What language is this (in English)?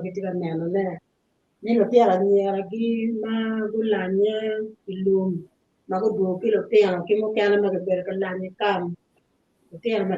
Acoli